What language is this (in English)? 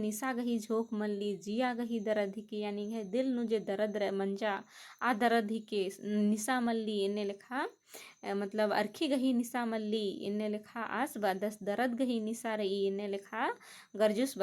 Kurukh